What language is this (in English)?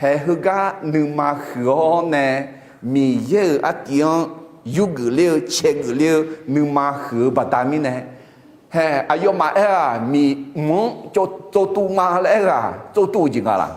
Akha